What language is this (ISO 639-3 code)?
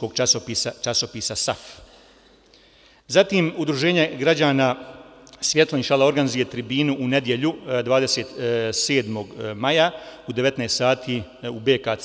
bos